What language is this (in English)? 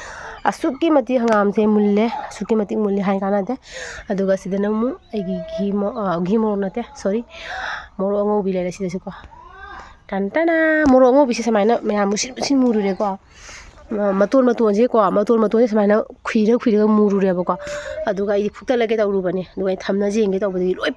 Manipuri